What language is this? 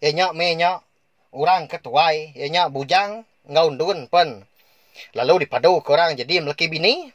Iban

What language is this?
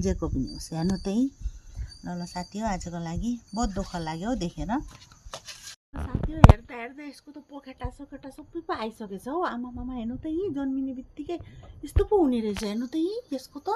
Nepali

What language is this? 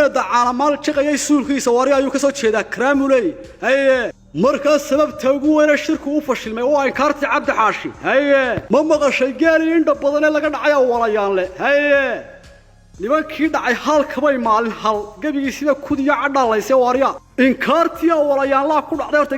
Somali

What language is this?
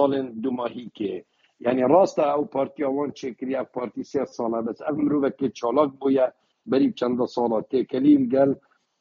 Kurdish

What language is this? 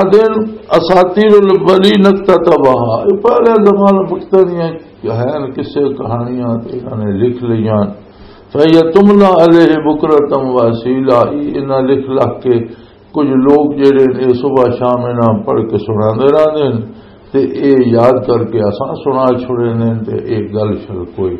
Western Panjabi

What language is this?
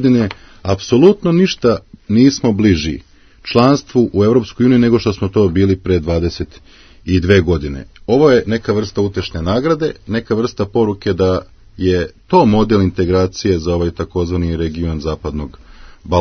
Serbian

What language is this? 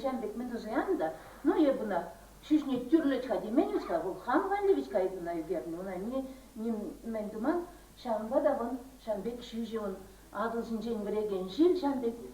Chuvash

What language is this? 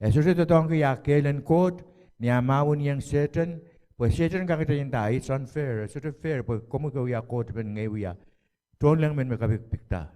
Pohnpeian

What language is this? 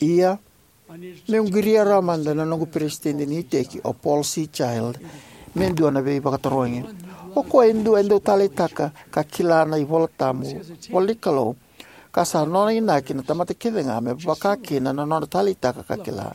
Fijian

